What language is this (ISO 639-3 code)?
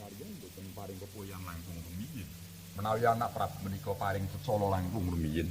jav